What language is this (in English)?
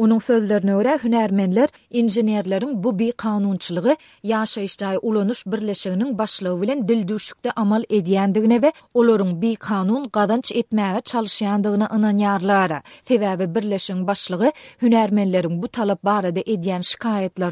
Turkmen